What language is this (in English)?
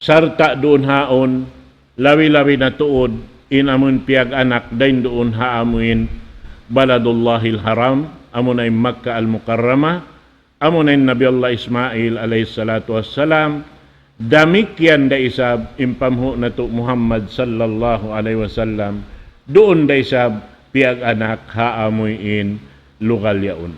Tausug